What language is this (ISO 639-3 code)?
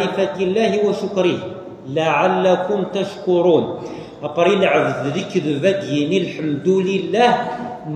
kab